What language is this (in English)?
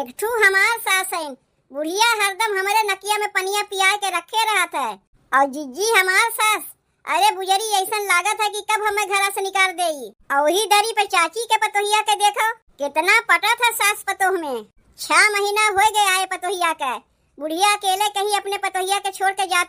Awadhi